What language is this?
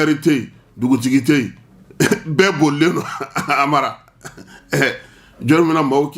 Bambara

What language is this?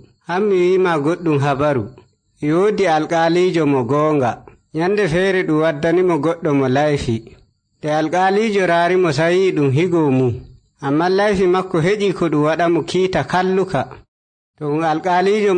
Nigerian Fulfulde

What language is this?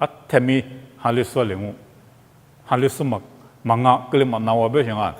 Lisu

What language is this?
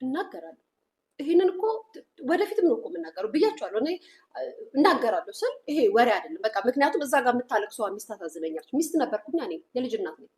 Amharic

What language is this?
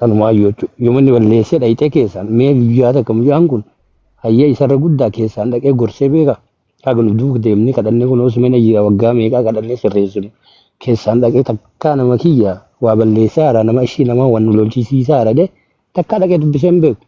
Oromo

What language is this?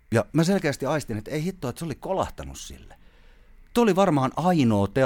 Finnish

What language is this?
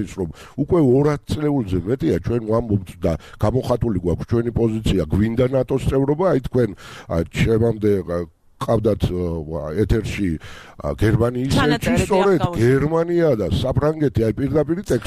Georgian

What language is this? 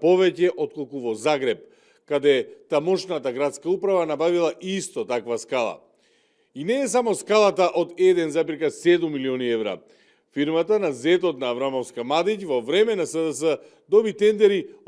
Macedonian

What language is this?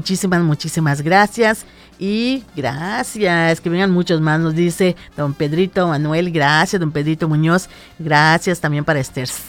Spanish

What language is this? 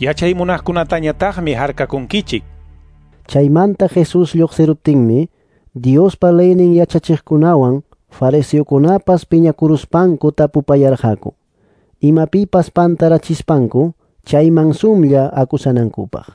Ayacucho Quechua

